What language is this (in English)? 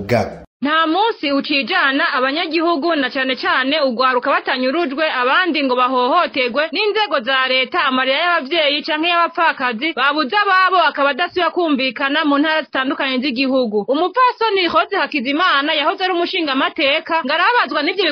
Rundi